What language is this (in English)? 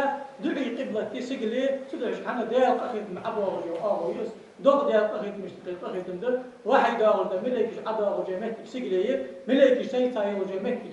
Ingush